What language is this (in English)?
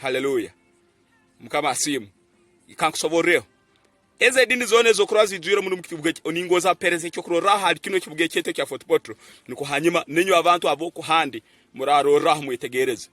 Tooro